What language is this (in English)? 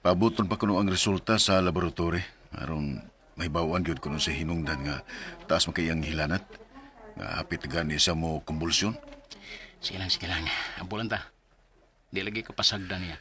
Cebuano